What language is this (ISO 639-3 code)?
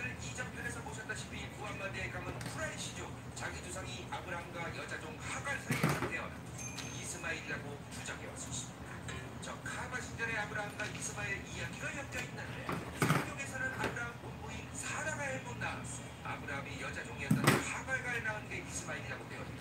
kor